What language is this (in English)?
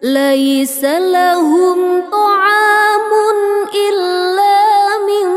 Buginese